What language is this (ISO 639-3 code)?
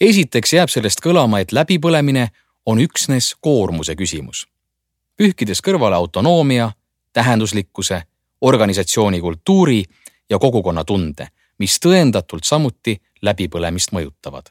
est